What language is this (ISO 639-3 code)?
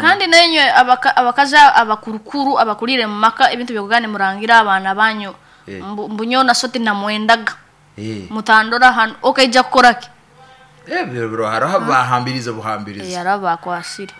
nyn